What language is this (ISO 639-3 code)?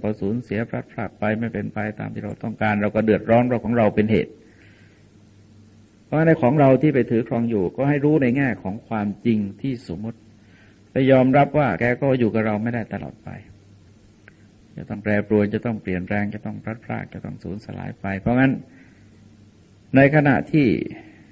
tha